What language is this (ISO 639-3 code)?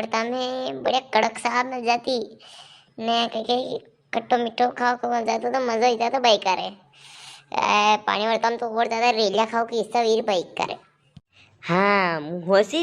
raj